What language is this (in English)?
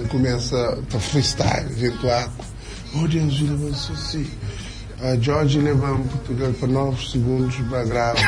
Kabuverdianu